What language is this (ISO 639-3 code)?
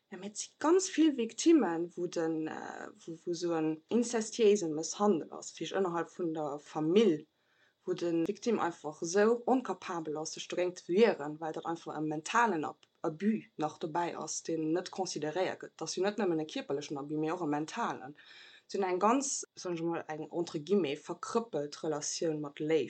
ltz